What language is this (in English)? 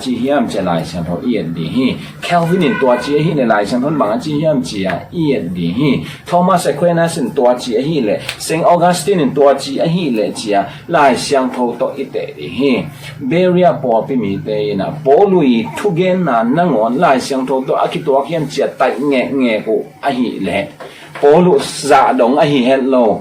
Tedim Chin